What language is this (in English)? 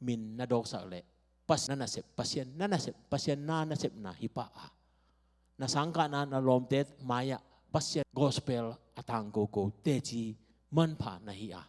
Tedim Chin